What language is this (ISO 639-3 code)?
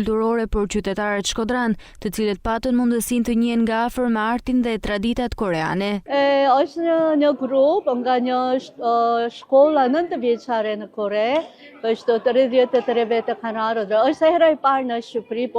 sqi